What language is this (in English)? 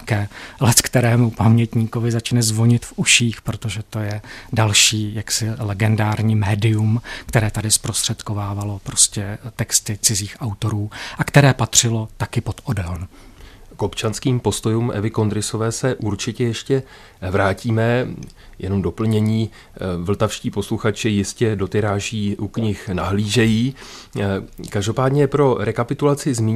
Czech